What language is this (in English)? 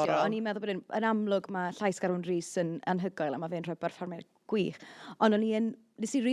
Welsh